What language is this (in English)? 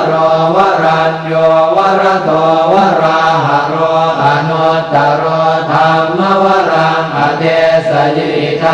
Pali